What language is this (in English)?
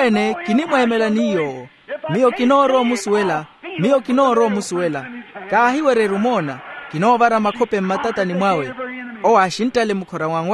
Makhuwa